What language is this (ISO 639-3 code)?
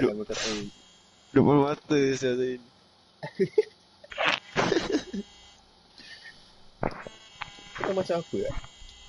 msa